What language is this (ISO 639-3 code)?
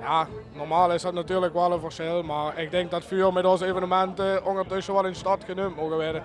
lim